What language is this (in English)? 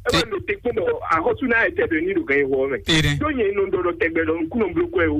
Fon